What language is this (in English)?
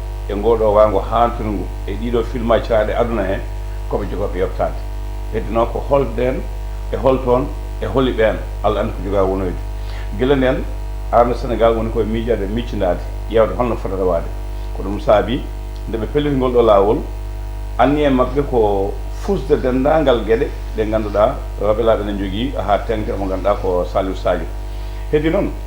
Fula